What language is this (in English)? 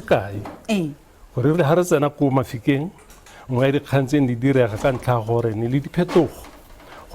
Tswana